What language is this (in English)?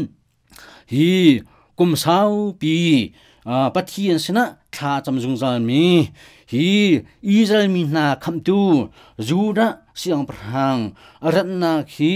Hakha Chin